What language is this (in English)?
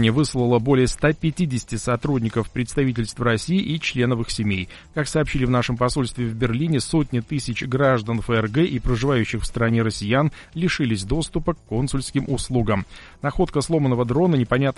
Russian